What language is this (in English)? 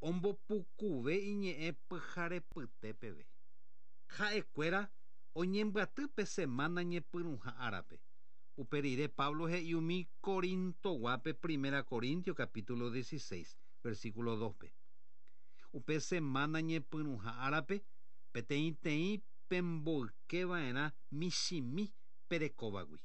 Guarani